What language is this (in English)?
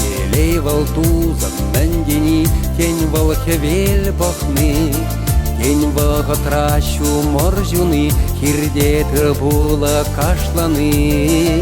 Chuvash